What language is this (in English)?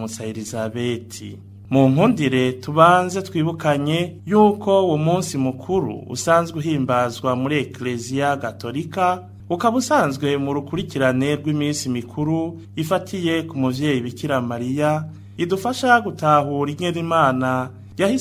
Rundi